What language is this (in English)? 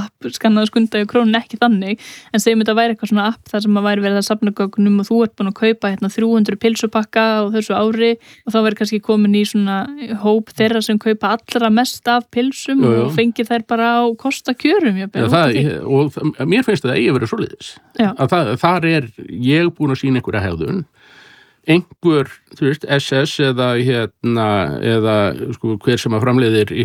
Icelandic